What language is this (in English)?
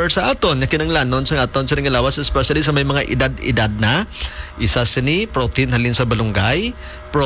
Hiligaynon